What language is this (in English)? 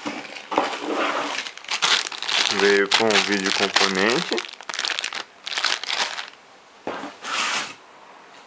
Portuguese